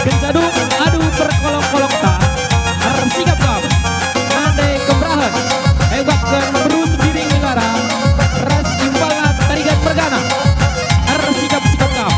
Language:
Batak Karo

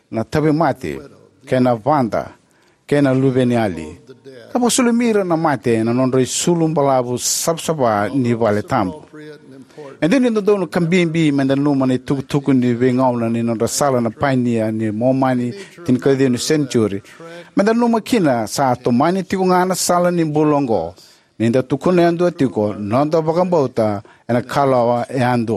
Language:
Fijian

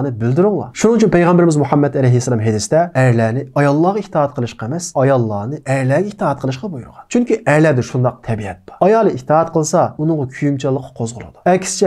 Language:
Uyghur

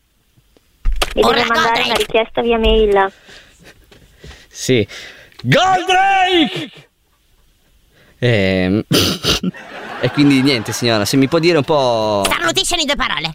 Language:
Italian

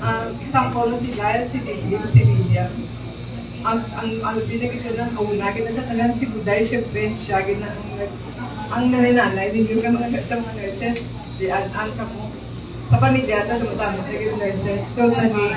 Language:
Hiligaynon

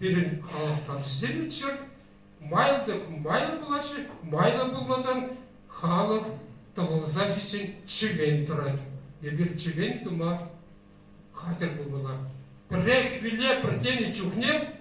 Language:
Chuvash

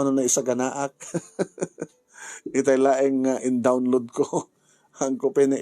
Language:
Iloko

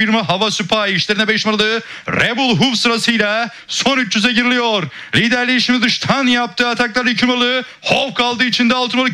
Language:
Turkish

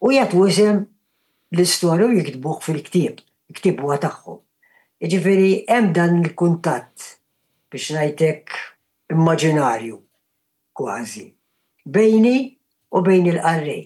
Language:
Maltese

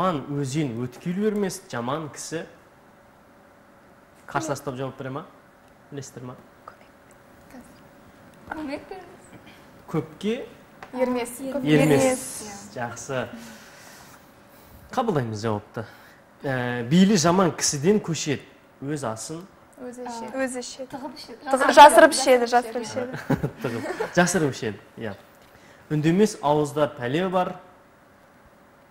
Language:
Kazakh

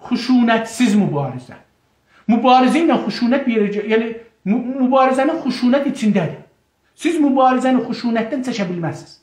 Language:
South Azerbaijani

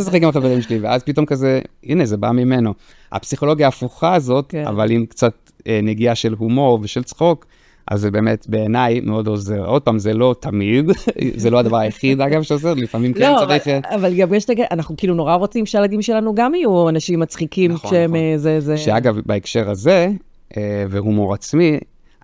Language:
Hebrew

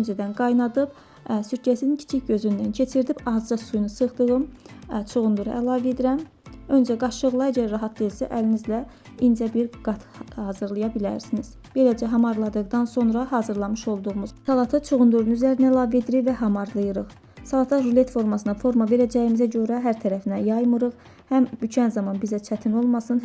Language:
Azerbaijani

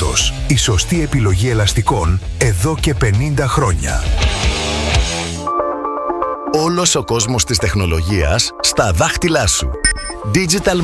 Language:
Greek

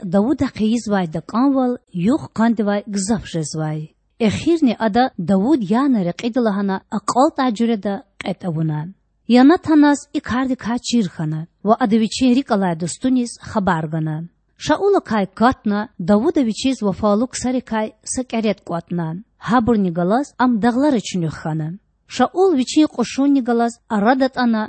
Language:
Lezghian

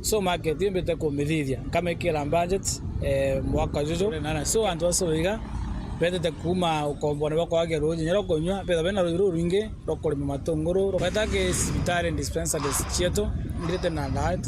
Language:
Meru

